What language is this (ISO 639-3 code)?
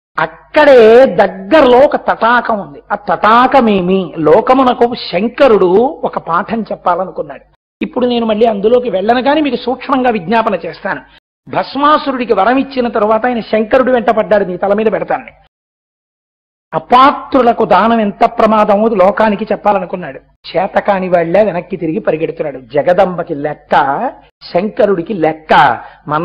tel